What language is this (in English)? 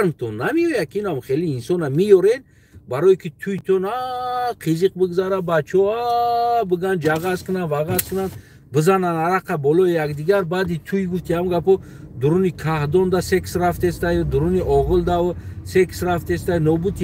Tajik